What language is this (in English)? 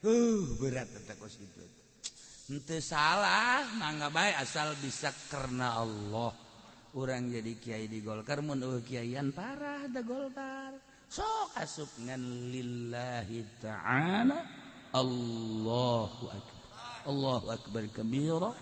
Sundanese